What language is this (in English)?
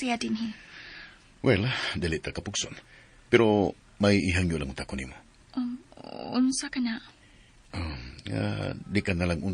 Cebuano